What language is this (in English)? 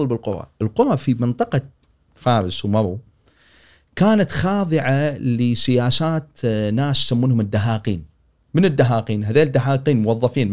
Gulf Arabic